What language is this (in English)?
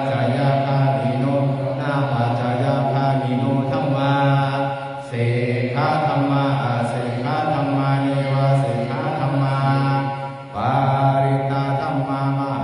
Pali